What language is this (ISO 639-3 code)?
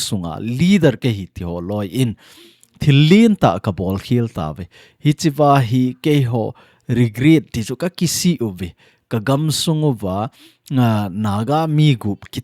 tcz